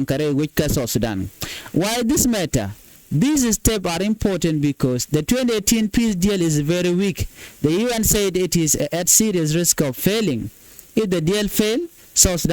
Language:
Nuer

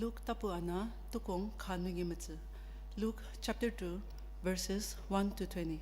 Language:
Ao Naga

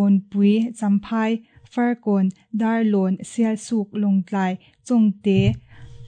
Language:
Mizo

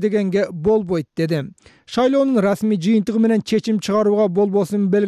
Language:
Kyrgyz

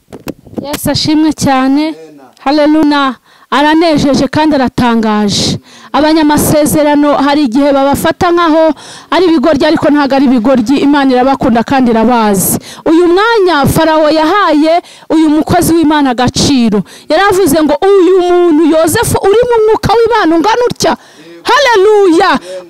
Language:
Kinyarwanda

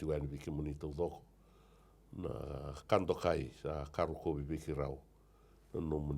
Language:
Fijian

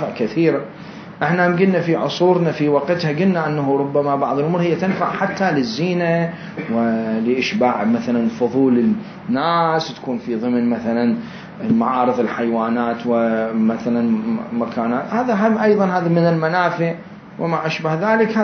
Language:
Mesopotamian Arabic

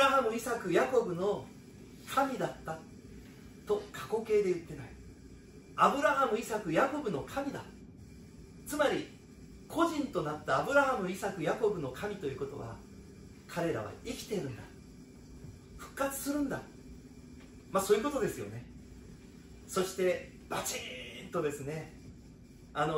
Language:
Japanese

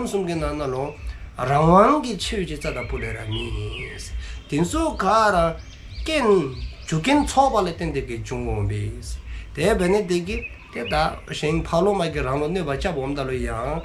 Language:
Dzongkha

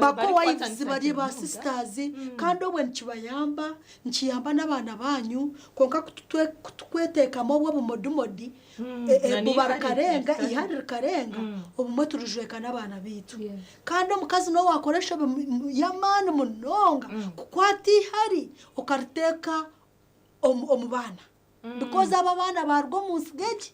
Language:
Nyankole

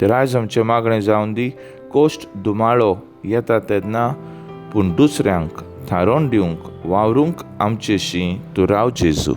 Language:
Konkani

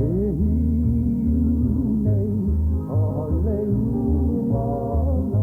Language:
Hawaiian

